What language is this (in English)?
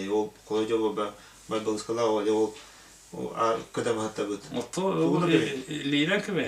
Yakut